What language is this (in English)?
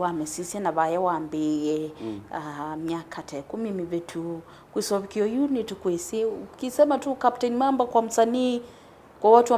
Kamba